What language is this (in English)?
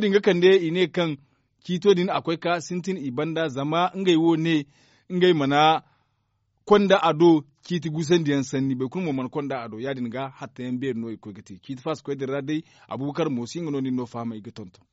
Zarma